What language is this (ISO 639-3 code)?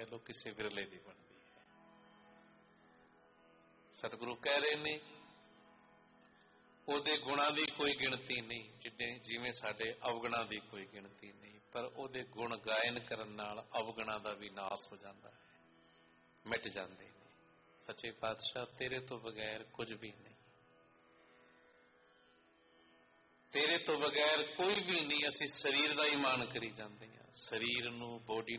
pan